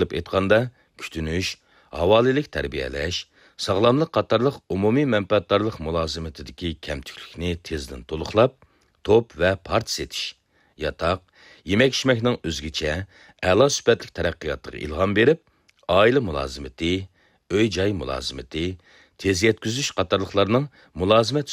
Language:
Uyghur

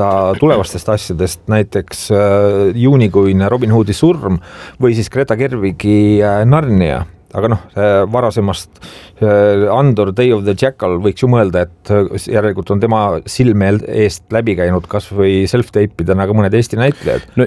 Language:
Estonian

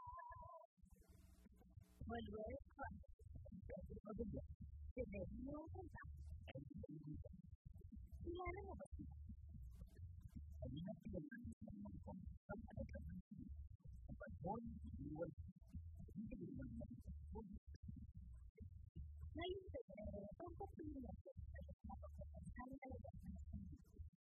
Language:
Filipino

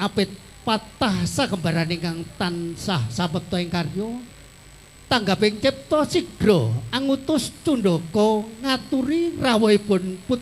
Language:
Javanese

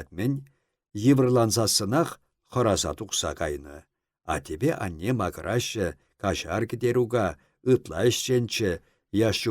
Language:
Chuvash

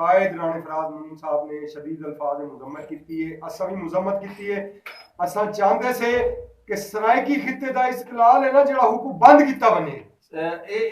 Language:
Saraiki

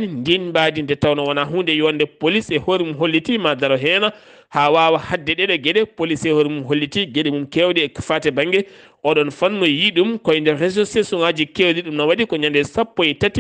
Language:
Fula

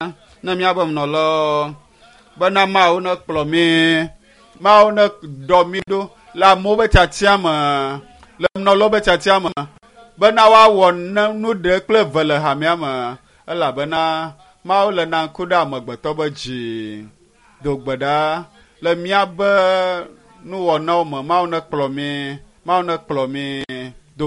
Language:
Ewe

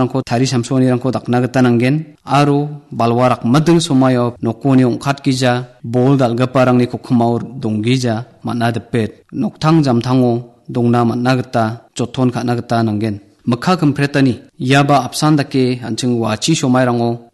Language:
Garo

